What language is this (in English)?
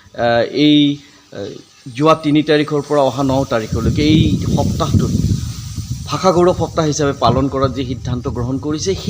Assamese